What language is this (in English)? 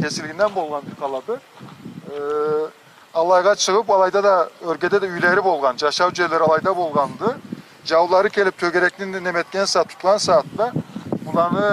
Karachay-Balkar